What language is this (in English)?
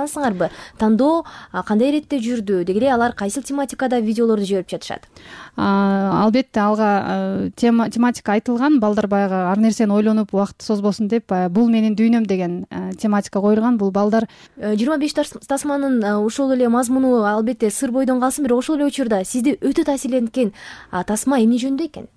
Kyrgyz